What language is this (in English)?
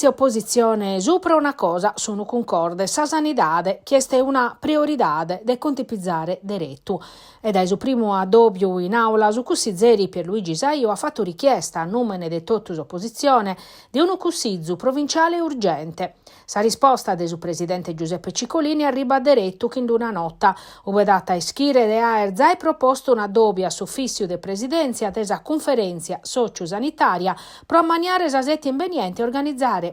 Sardinian